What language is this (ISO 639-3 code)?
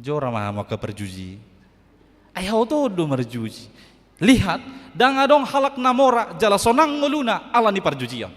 bbc